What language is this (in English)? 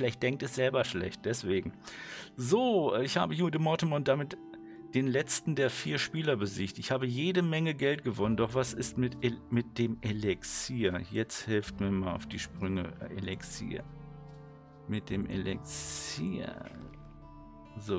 German